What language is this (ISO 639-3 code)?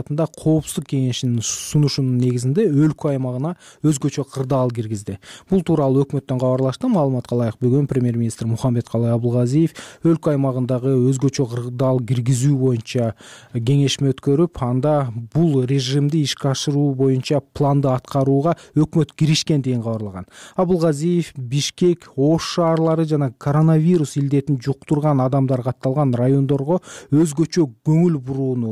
kir